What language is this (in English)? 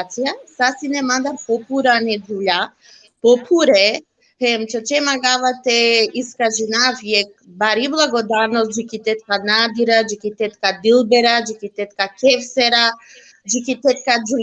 Balkan Romani